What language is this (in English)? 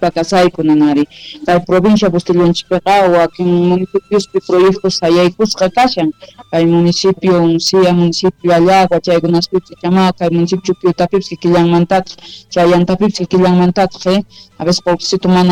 South Bolivian Quechua